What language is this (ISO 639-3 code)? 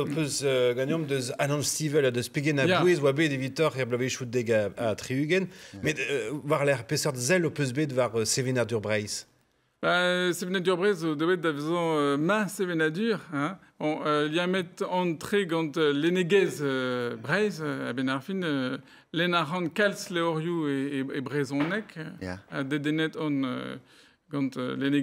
bre